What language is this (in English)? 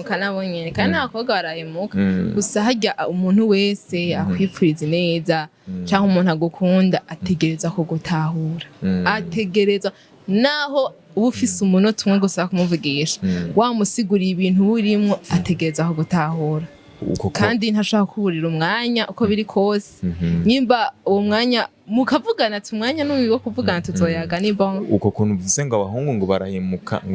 Rundi